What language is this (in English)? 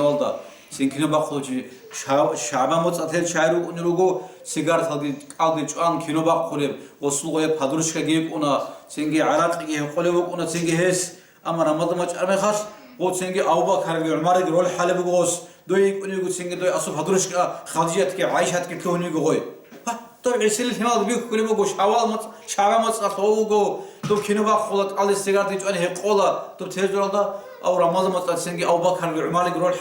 Avaric